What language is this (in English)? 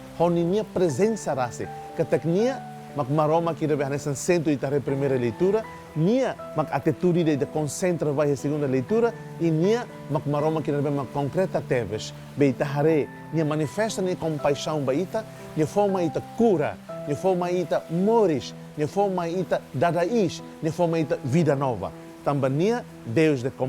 Tetum